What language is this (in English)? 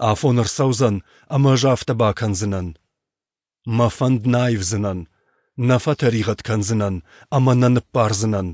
Ossetic